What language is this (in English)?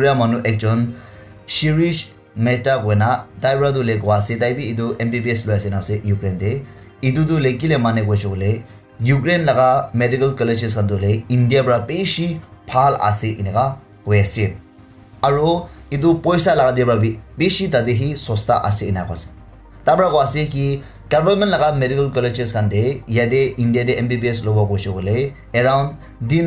Naga Pidgin